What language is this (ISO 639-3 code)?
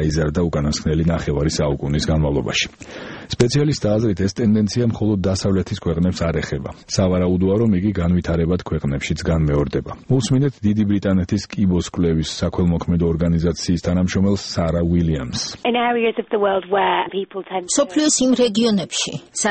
kat